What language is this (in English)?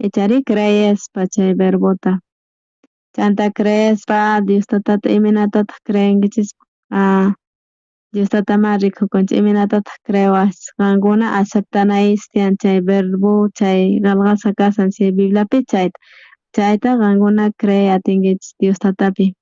South Bolivian Quechua